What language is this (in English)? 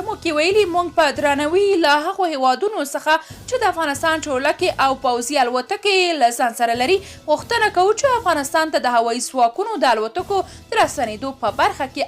Pashto